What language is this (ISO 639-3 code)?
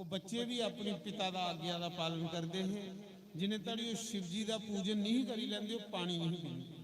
doi